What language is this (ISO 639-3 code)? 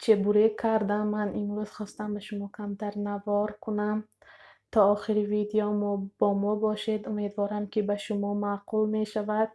tgk